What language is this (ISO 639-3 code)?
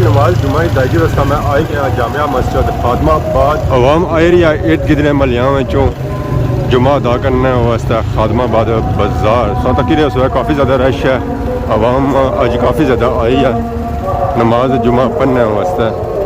phr